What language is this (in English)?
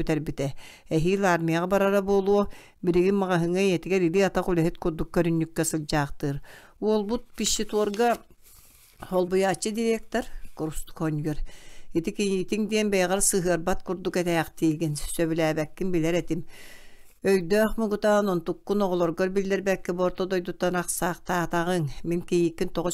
Yakut